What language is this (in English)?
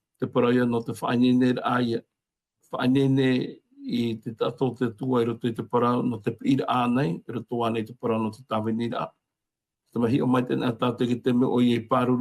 Tahitian